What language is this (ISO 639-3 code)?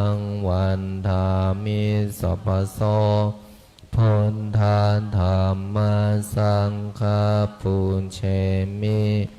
pli